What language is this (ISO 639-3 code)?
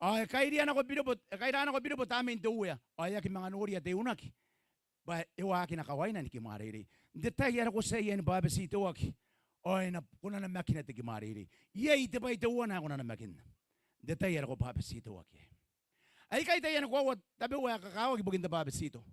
gil